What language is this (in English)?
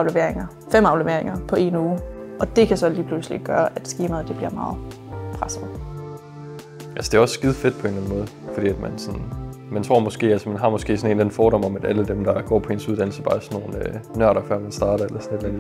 Danish